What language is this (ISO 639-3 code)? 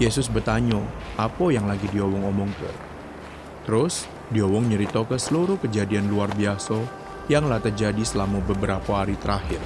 mui